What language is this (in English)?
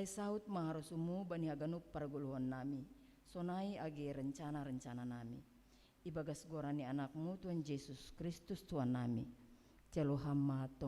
Batak Simalungun